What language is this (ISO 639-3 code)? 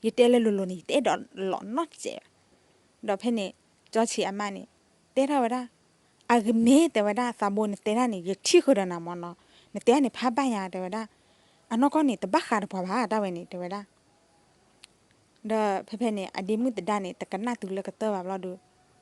ksw